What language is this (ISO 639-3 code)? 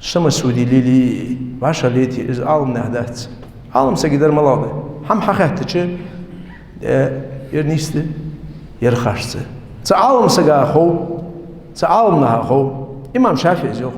inh